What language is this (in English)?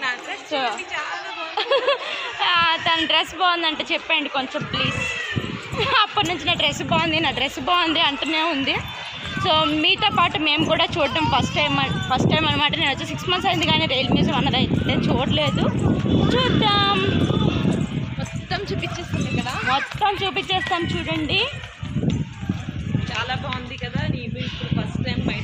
Telugu